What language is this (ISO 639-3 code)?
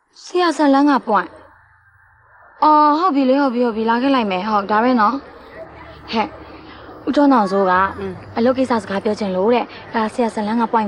mya